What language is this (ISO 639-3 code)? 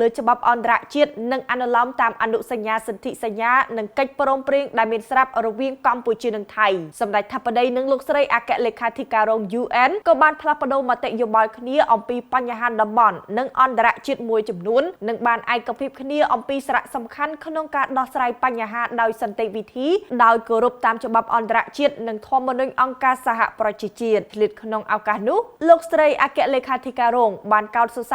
khm